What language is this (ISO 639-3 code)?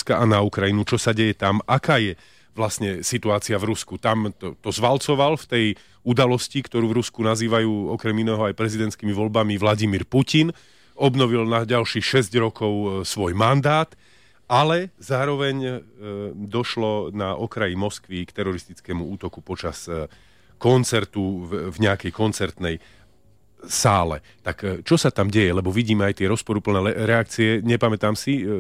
slk